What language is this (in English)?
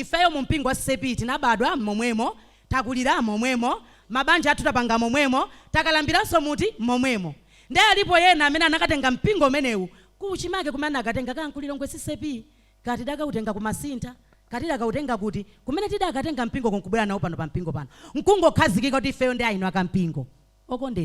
Nyanja